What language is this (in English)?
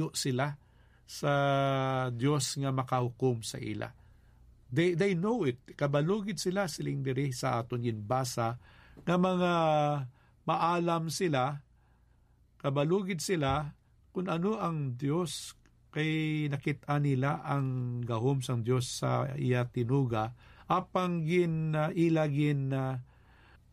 Hiligaynon